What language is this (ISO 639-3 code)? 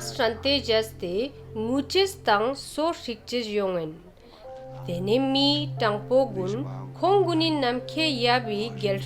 lbj